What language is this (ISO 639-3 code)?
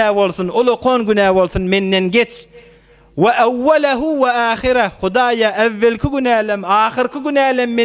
tuk